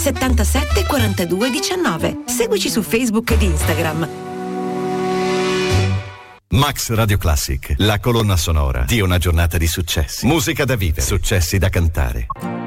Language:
Italian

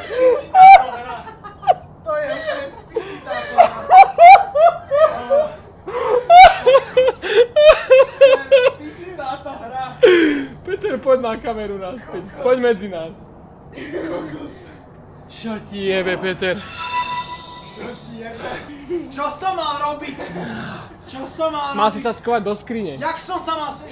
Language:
Slovak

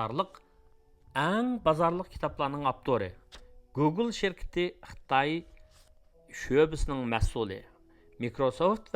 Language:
Uyghur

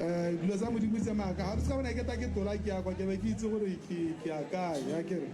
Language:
Tswana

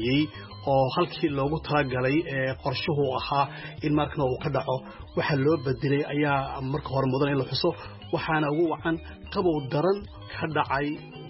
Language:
Somali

